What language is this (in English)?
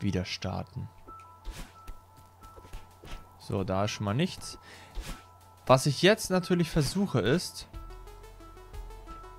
German